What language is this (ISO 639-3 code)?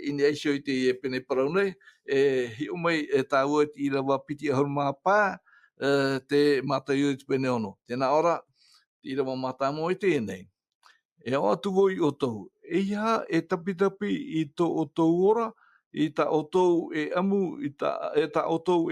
tah